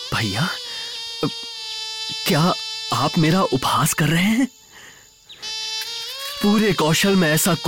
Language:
Hindi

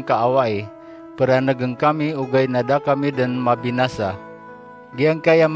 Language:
Maranao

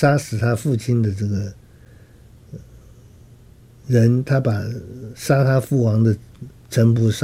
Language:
Chinese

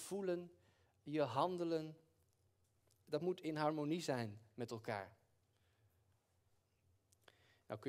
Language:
Dutch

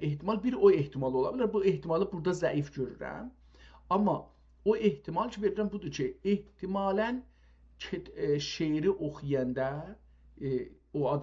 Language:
South Azerbaijani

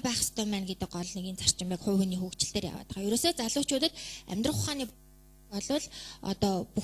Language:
Mongolian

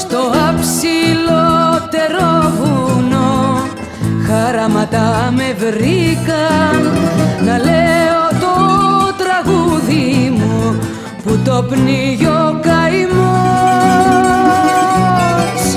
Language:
Greek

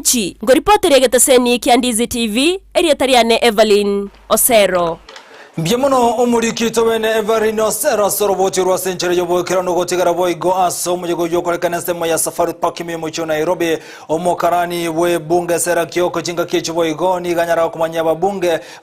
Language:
Gusii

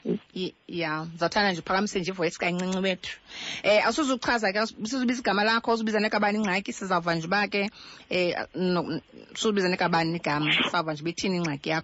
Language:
Xhosa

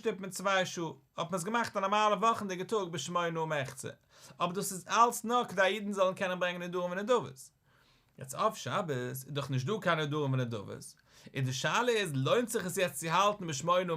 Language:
Yiddish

